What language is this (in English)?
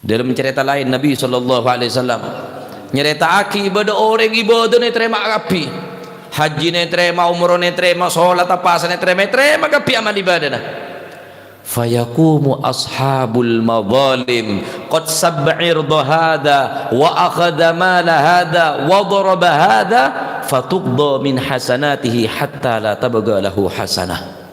Madurese